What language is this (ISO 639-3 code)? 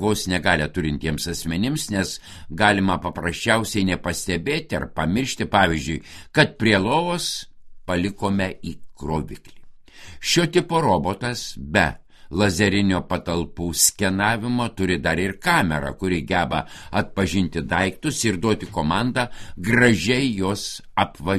lit